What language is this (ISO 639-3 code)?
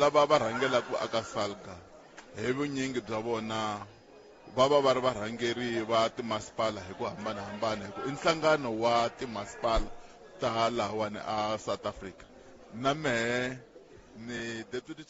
tso